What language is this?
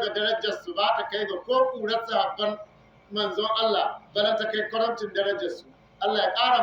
Hausa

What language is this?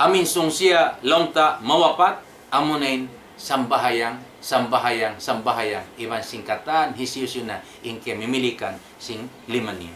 Tausug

